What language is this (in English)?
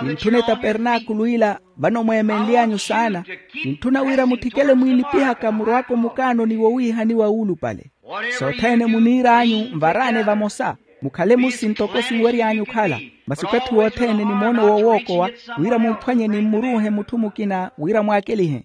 Makhuwa